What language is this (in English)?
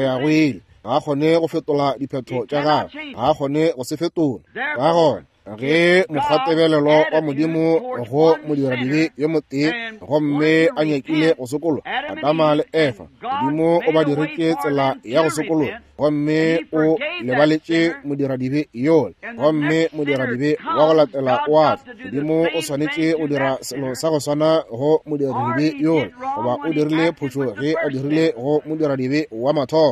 Northern Sotho